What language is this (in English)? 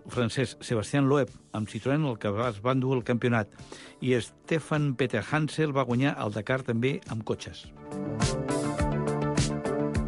Catalan